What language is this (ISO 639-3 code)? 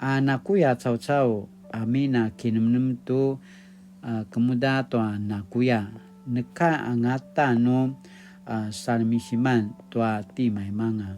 pwn